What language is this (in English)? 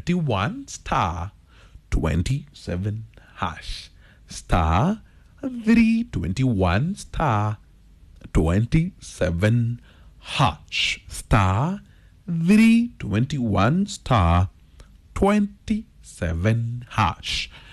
Kikuyu